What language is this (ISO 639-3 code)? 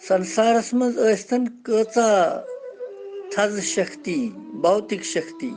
kas